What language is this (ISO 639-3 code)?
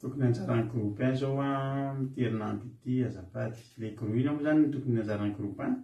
mlg